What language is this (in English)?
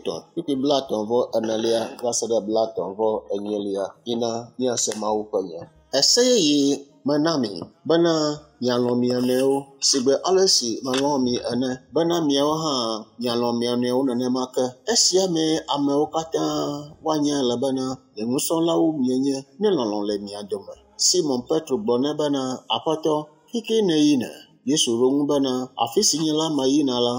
Ewe